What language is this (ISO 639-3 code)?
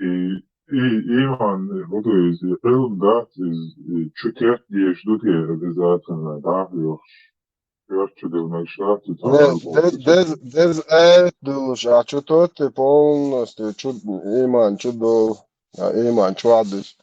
che